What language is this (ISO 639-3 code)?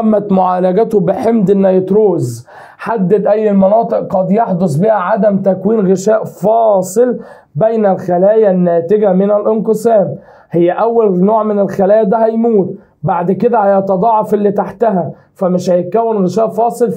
arz